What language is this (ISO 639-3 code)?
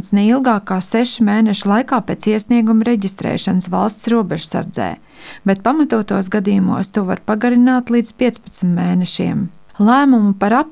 lav